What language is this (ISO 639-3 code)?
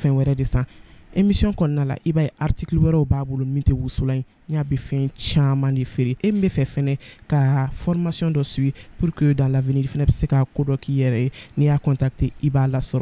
bam